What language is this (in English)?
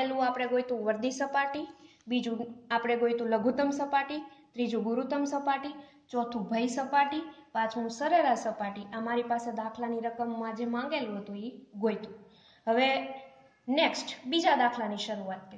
Gujarati